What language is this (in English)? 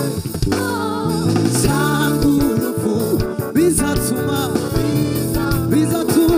Kinyarwanda